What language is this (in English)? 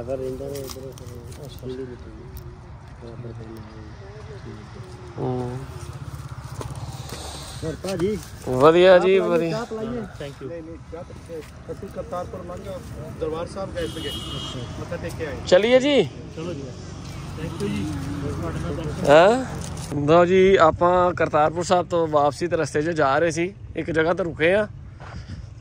Punjabi